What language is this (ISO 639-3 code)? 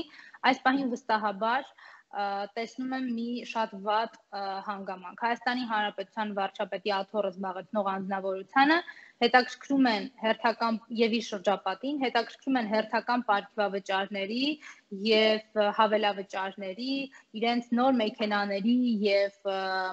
hye